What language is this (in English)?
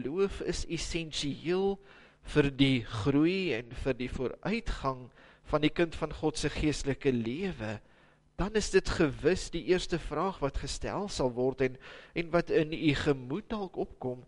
Afrikaans